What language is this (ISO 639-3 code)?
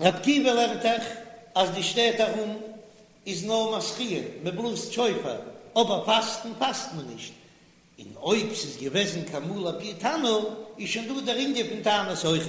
yid